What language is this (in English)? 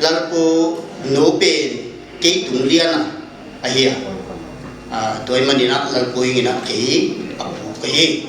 Paite Chin